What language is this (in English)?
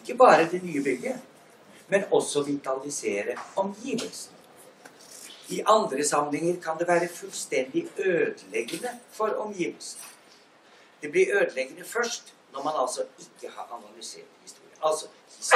Norwegian